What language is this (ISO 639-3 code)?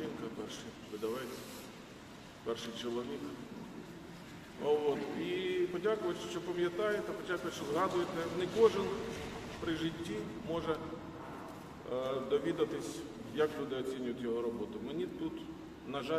ukr